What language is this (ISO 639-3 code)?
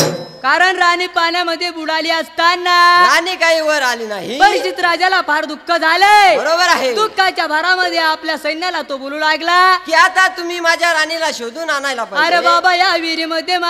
mar